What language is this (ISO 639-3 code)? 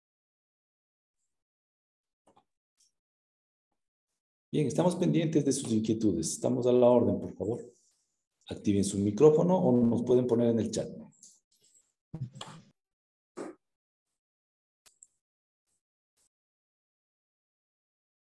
spa